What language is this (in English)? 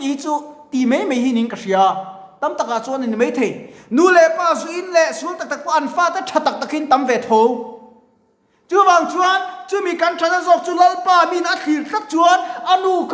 Mizo